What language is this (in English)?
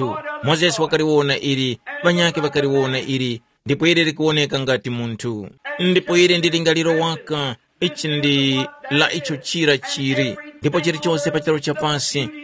Tumbuka